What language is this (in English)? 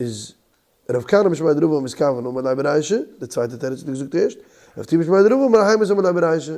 Yiddish